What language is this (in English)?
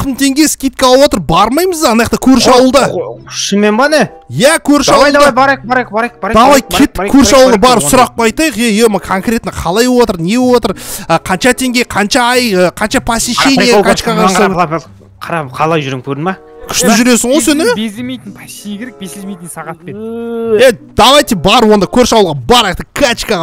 Kazakh